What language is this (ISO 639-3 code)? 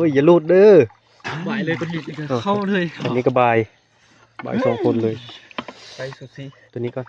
tts